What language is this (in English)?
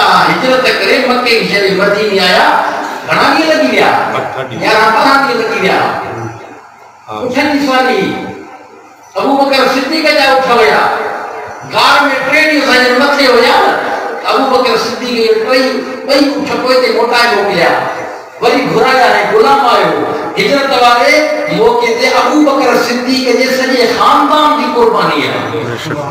Sindhi